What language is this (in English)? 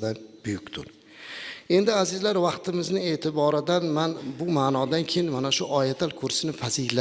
Uzbek